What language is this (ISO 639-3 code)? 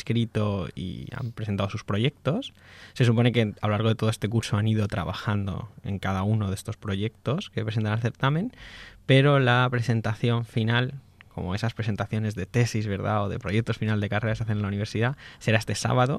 spa